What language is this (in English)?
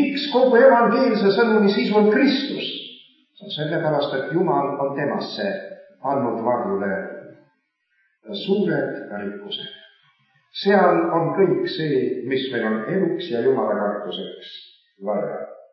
Estonian